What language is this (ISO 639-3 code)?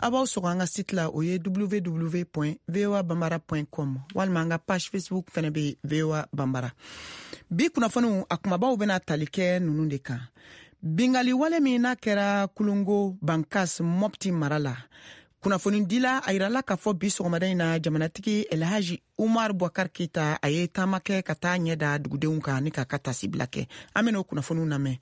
bam